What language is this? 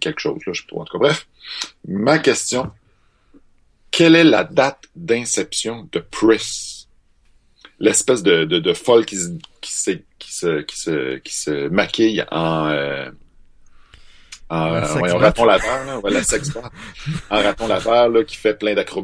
French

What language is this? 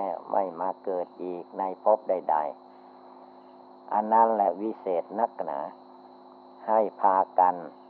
Thai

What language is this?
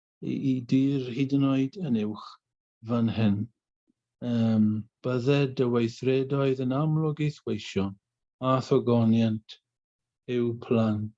Welsh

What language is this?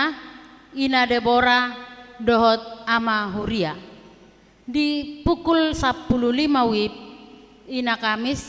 Batak Toba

